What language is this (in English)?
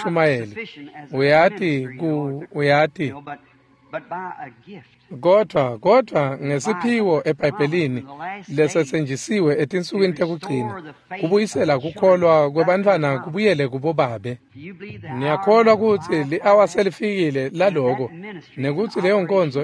Swati